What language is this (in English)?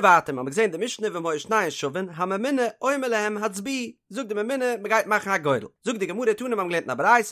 Yiddish